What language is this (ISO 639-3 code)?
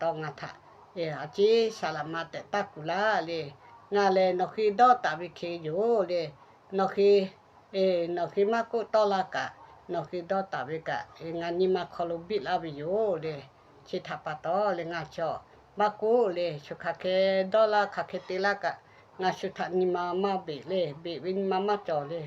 lhu